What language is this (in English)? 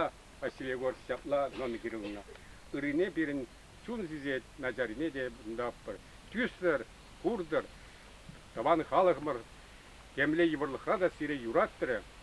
Chuvash